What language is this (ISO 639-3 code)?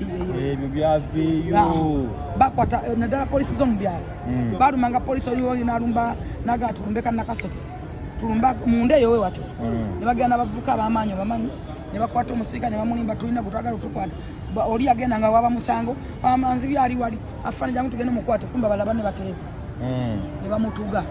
lug